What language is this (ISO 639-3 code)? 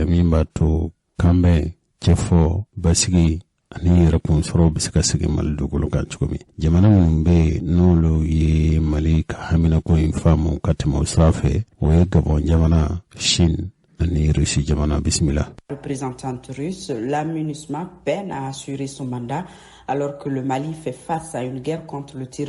bam